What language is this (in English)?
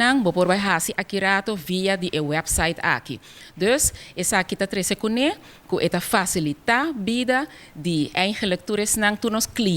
Papiamento